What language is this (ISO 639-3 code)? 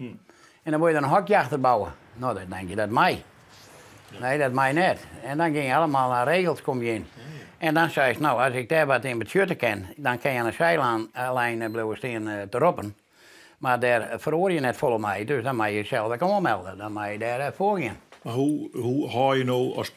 fry